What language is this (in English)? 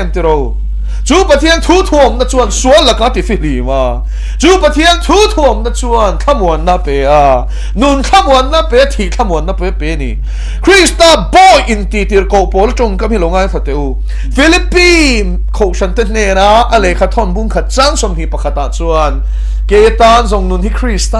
Mizo